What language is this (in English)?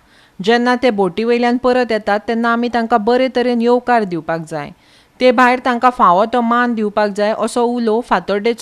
Konkani